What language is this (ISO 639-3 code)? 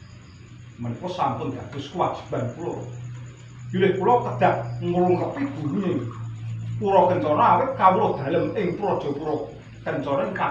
jav